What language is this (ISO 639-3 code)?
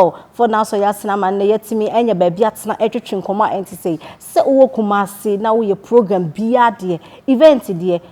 aka